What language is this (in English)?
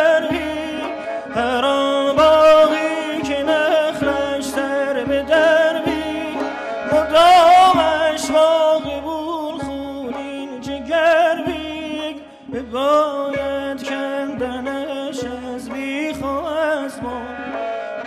Persian